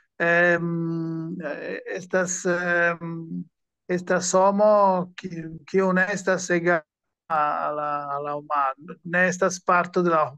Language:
Esperanto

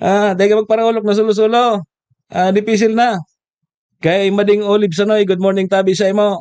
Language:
Bikol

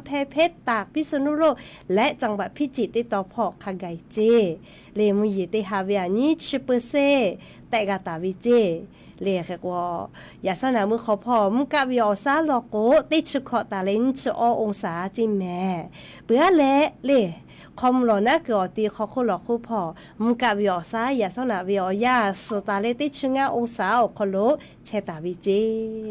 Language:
Lahu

